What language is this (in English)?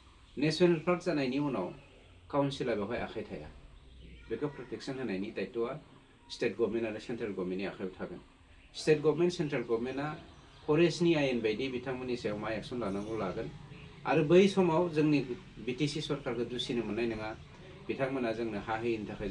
Bodo